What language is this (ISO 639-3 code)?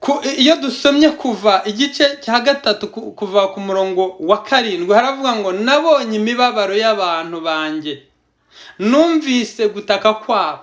kin